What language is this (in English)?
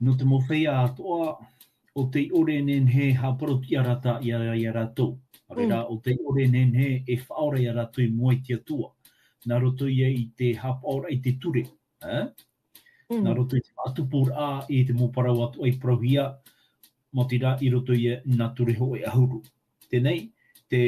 Tahitian